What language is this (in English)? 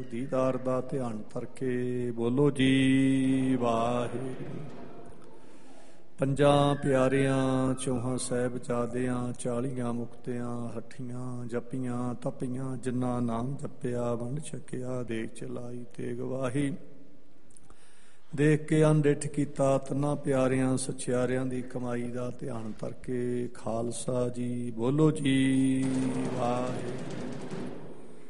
Punjabi